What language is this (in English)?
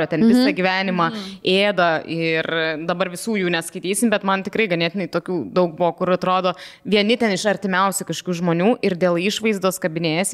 Lithuanian